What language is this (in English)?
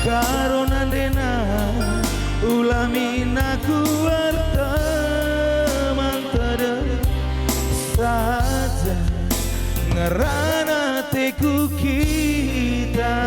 Batak Karo